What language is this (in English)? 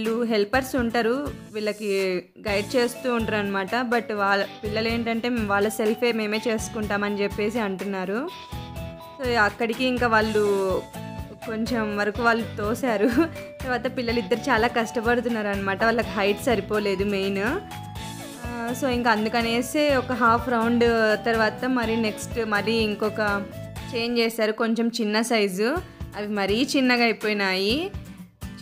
Telugu